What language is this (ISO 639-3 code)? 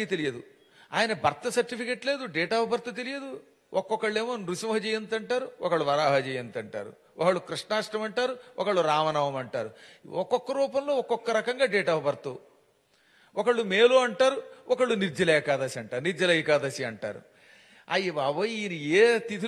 tel